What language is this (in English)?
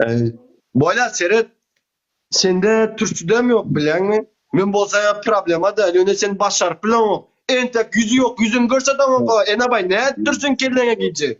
Turkmen